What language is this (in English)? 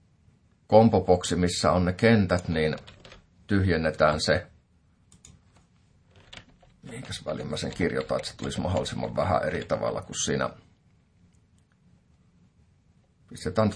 Finnish